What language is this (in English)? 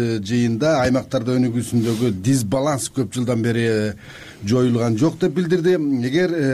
Kyrgyz